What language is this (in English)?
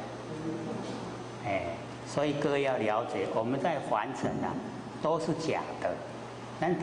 Chinese